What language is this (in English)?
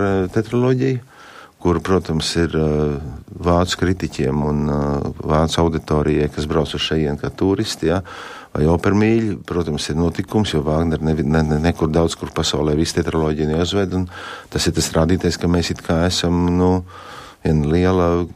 Latvian